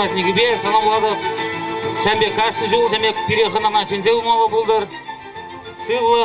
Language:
Chuvash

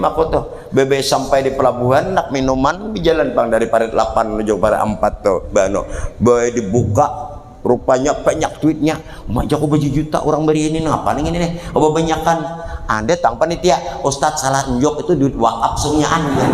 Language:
Banjar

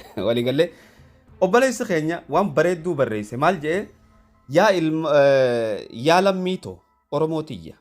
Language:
Oromo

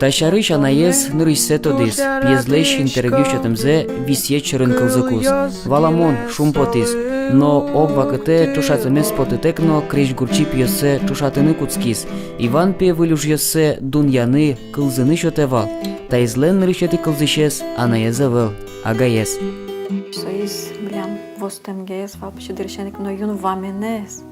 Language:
Udmurt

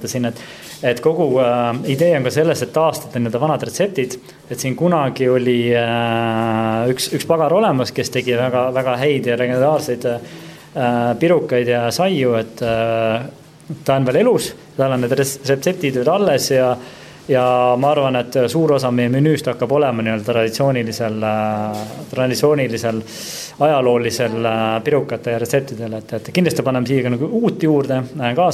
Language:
Estonian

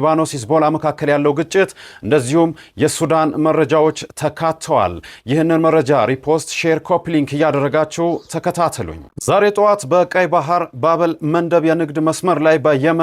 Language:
Amharic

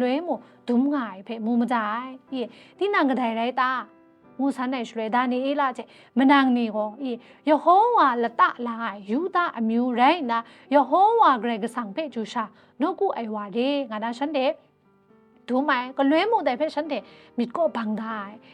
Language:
Kachin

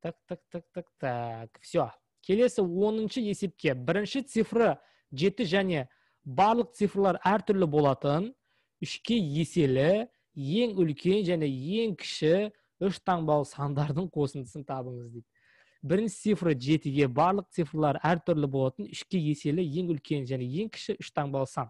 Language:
Kazakh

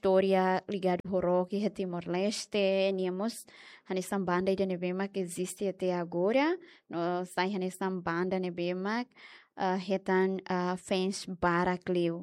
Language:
Tetum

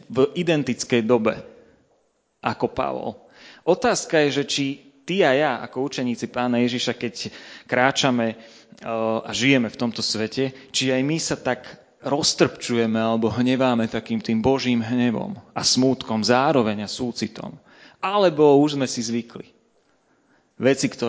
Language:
Slovak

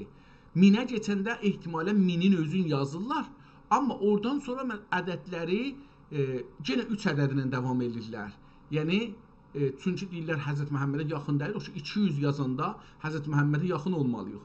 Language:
South Azerbaijani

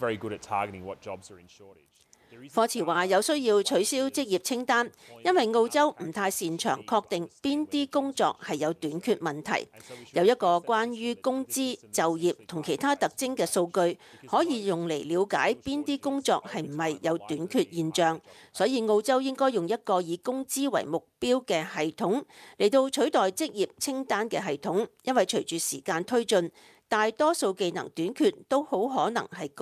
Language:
Cantonese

